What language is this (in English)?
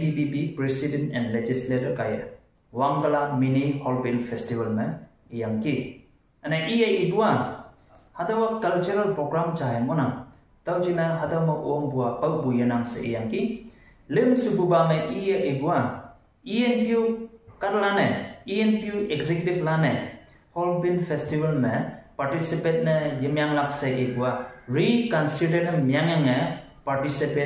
Konyak Naga